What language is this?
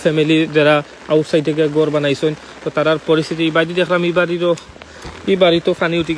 Sylheti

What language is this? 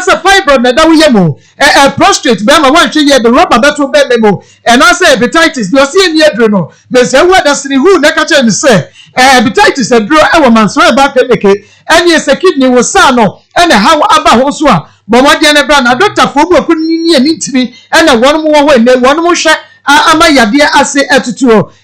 Akan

